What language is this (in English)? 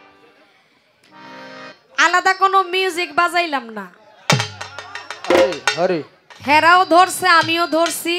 Bangla